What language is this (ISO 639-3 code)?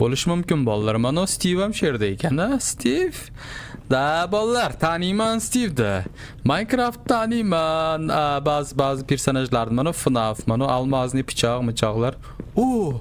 uzb